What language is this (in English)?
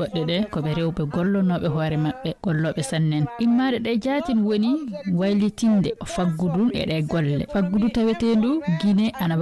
Fula